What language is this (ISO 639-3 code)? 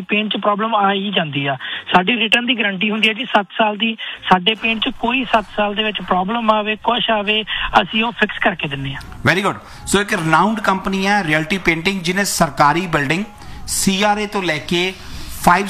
pan